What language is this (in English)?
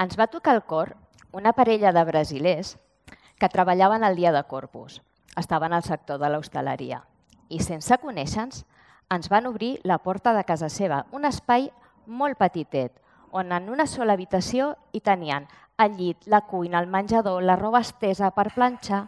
Catalan